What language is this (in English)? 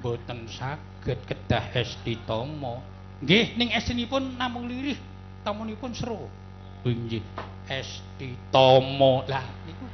Javanese